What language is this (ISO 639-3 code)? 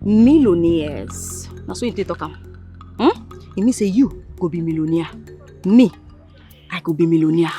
pcm